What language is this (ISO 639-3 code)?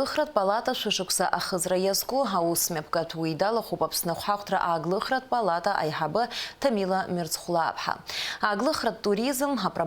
abk